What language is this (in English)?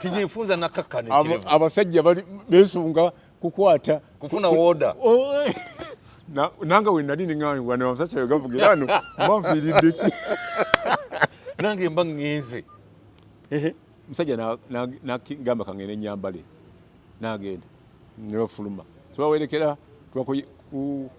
Ganda